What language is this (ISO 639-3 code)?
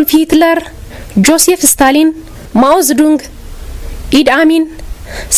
tir